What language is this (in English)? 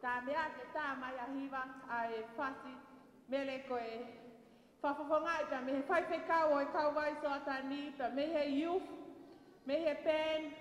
Tongan